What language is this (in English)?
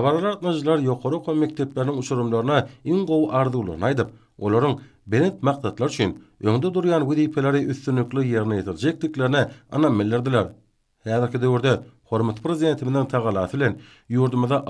Turkmen